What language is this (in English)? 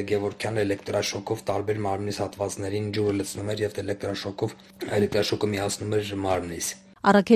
Armenian